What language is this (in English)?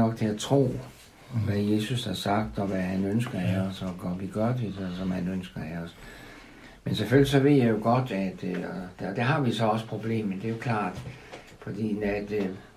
Danish